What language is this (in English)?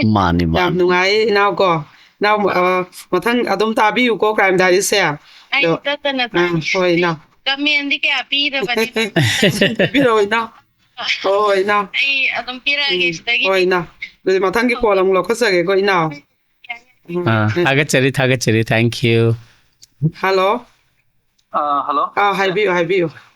Manipuri